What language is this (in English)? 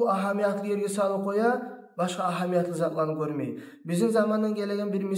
Kumyk